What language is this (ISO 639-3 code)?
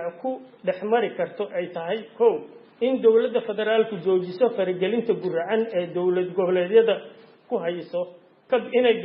som